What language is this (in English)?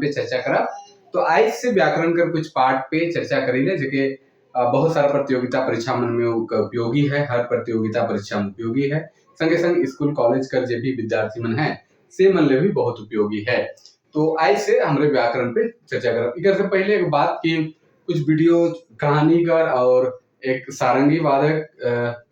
Sadri